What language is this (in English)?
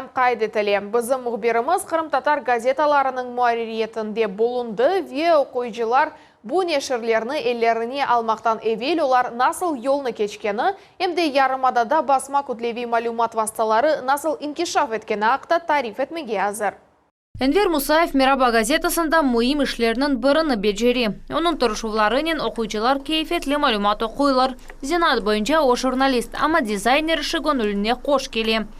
Crimean Tatar